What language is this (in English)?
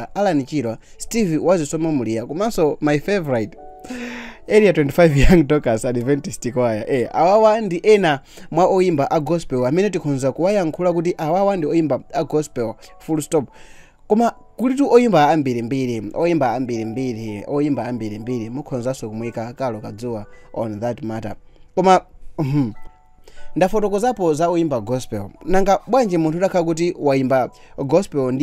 Nyanja